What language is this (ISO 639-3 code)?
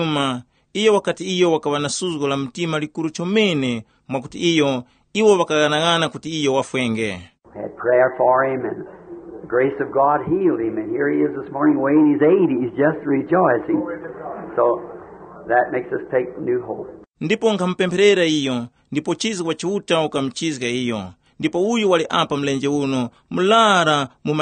tum